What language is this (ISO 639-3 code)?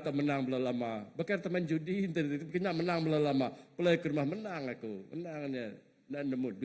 iba